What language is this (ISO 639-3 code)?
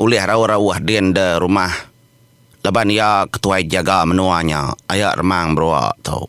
iba